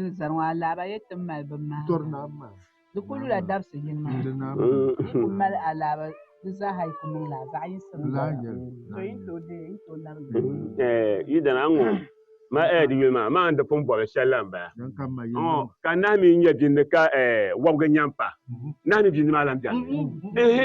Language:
Dagbani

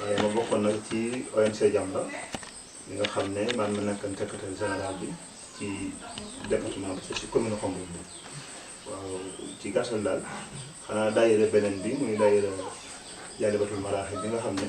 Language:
Wolof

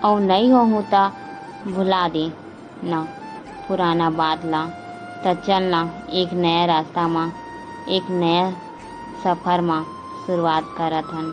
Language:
Chhattisgarhi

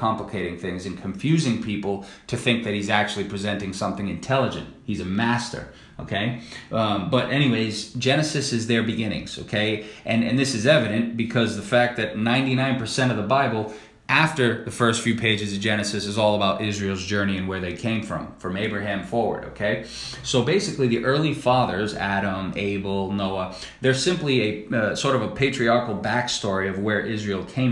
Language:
English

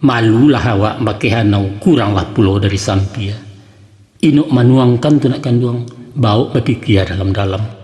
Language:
Minangkabau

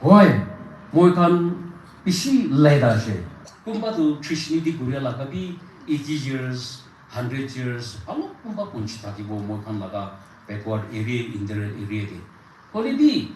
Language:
Naga Pidgin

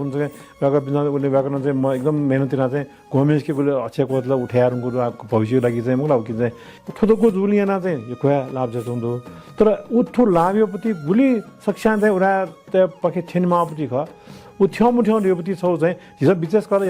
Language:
Newari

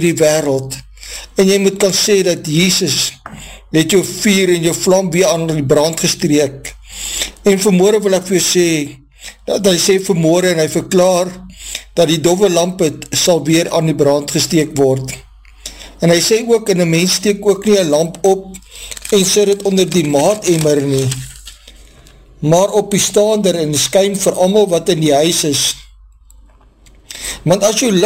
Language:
Afrikaans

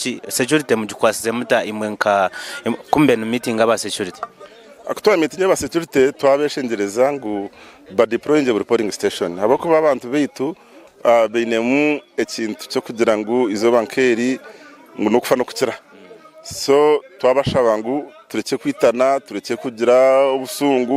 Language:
Nyankole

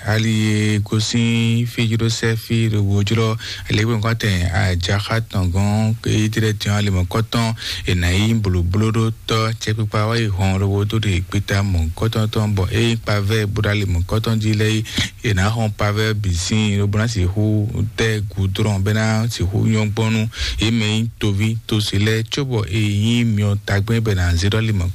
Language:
Fon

